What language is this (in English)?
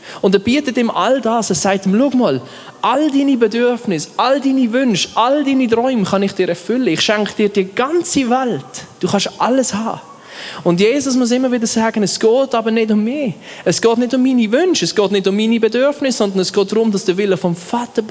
Swiss German